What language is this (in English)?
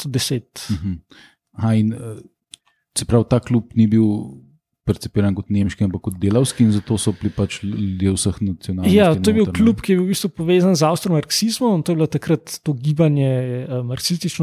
Slovenian